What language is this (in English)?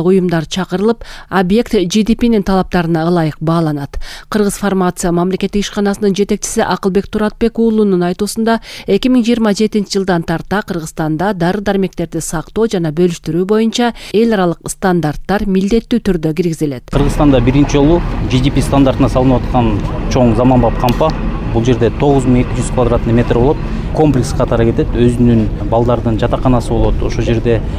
Kyrgyz